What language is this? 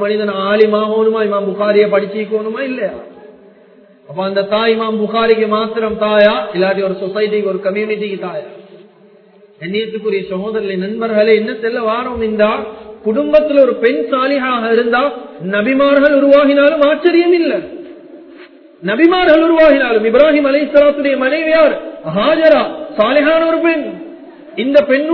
Tamil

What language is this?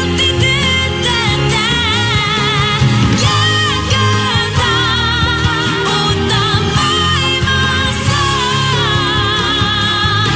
Finnish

